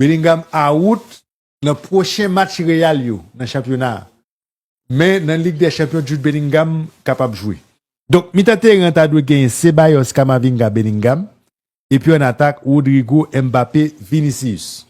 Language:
Haitian Creole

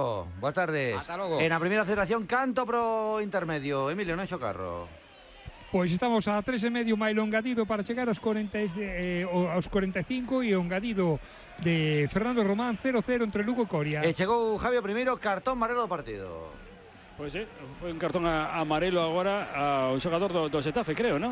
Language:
Galician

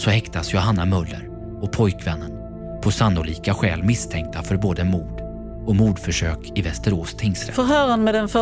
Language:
Swedish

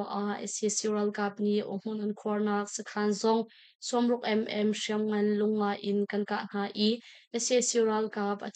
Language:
Hakha Chin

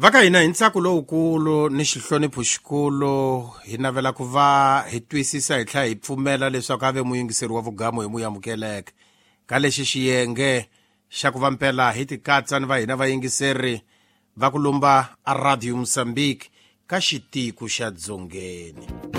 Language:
Tsonga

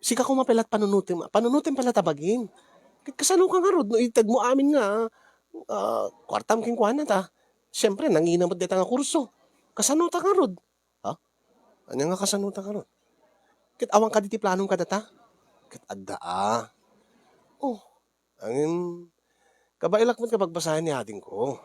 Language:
Iloko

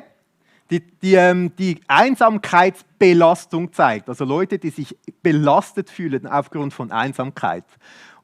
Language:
Swiss German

